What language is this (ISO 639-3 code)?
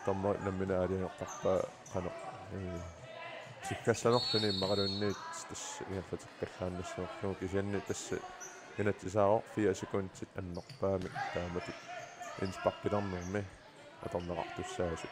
kal